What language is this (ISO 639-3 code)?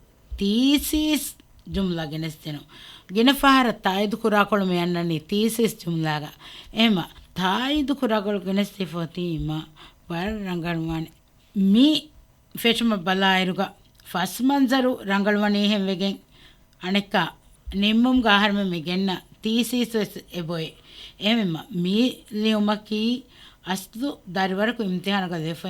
div